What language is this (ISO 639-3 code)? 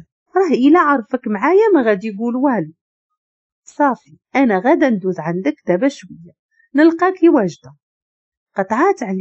ary